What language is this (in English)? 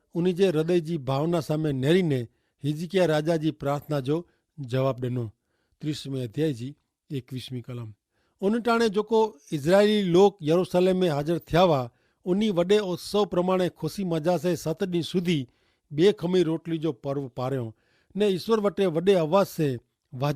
Kachhi